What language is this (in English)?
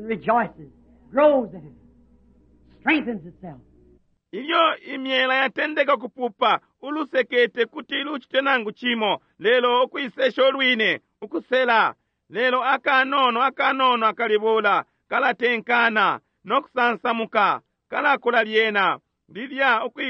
Bemba